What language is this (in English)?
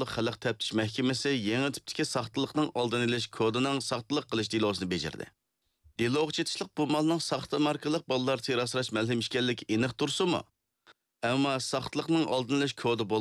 Uyghur